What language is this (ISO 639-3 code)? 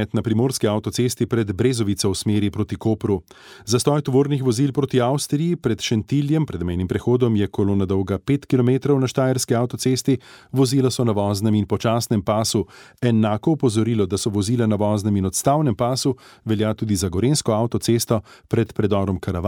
slv